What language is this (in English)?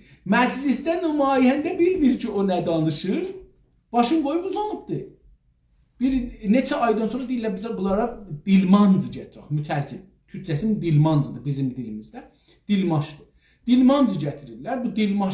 South Azerbaijani